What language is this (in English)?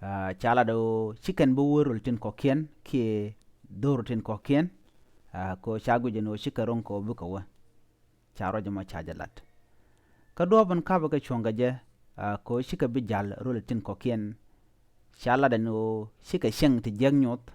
Nuer